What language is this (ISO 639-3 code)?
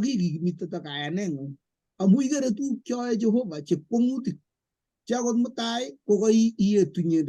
kln